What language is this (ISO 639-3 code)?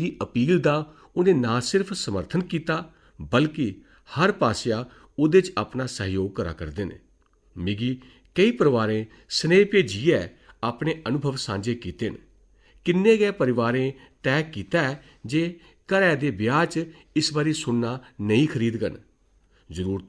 doi